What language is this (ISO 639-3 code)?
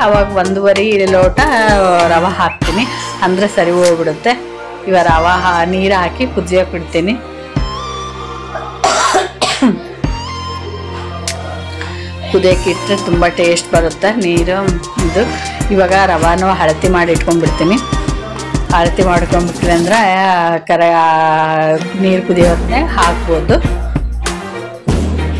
kan